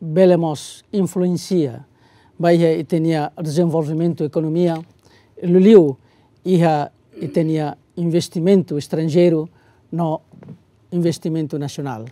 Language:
Tetum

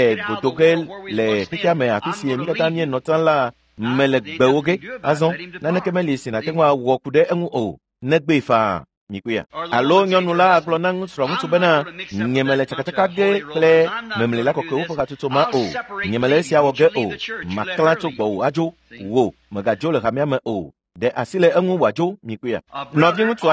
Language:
Ewe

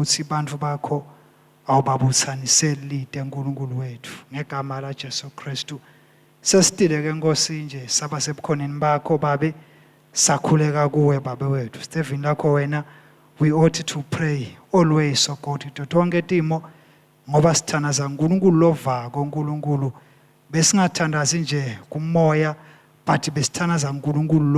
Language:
Swati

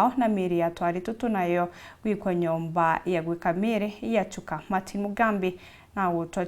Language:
Meru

